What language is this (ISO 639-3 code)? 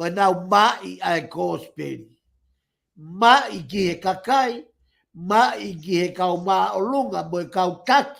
ton